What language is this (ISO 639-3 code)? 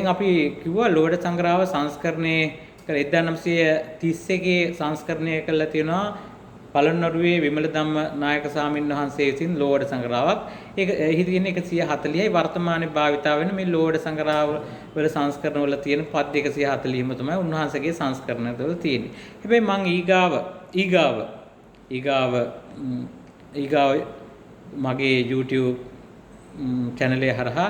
sin